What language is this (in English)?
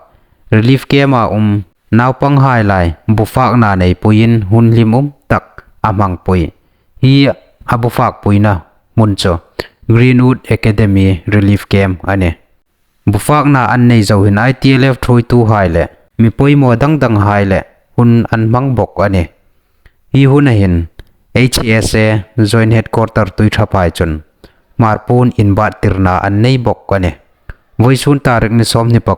Hmar